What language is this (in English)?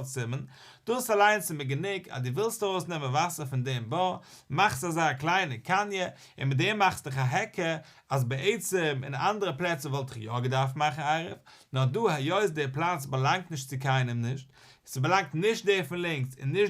Yiddish